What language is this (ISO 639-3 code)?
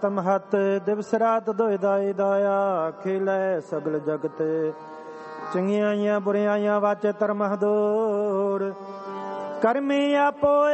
pan